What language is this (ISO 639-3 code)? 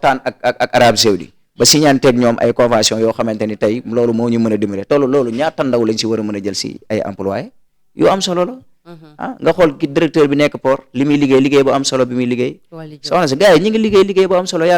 wol